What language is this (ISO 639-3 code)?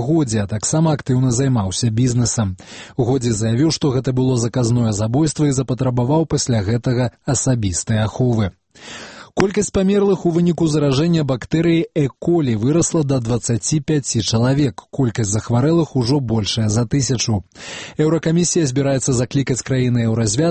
bel